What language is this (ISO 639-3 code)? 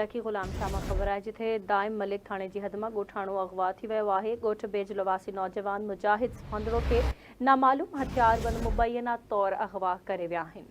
snd